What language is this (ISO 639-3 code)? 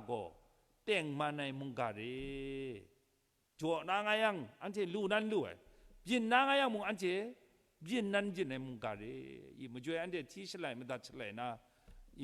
kac